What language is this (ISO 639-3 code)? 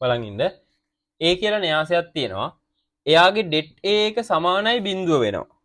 sin